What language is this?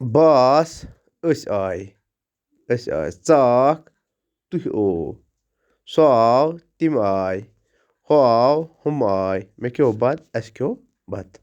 Kashmiri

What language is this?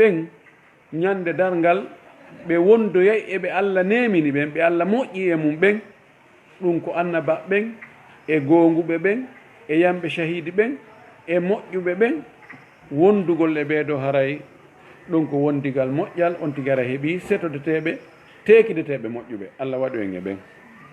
Fula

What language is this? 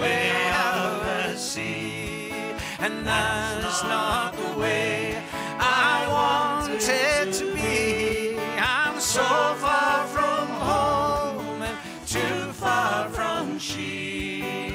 Western Frisian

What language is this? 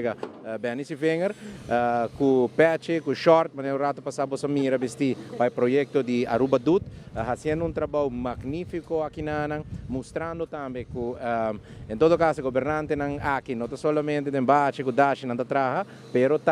Papiamento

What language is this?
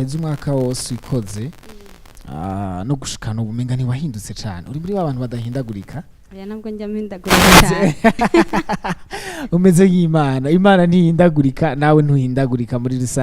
Rundi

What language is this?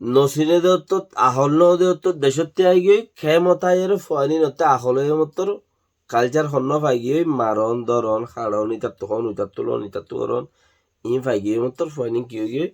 Rohingya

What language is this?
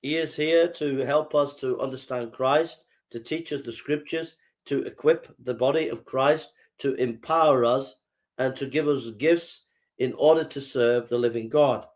English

